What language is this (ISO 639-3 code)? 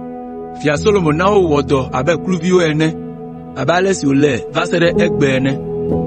ewe